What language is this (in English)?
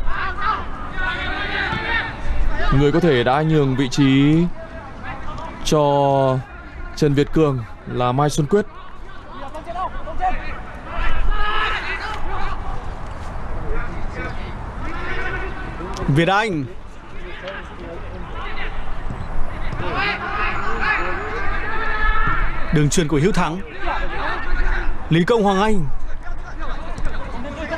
Vietnamese